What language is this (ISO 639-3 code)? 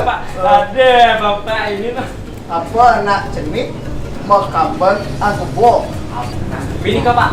ban